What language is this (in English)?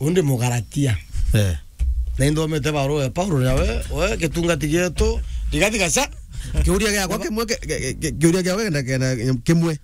Meru